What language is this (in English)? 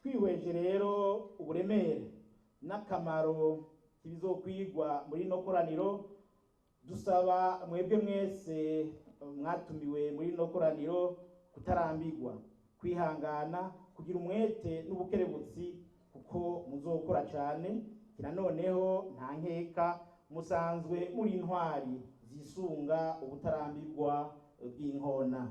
Rundi